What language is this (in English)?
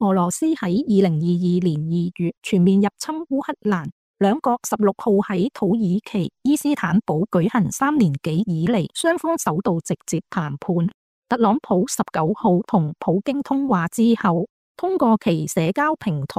Cantonese